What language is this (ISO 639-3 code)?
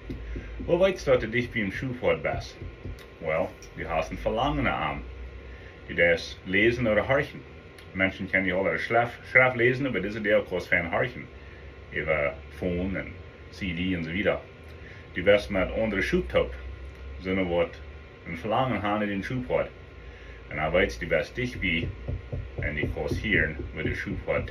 pdt